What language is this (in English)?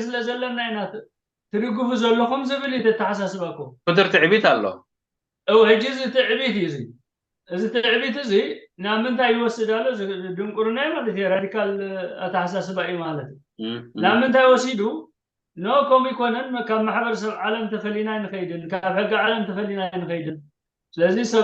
Tigrinya